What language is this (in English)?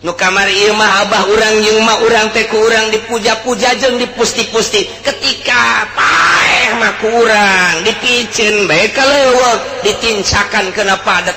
Sundanese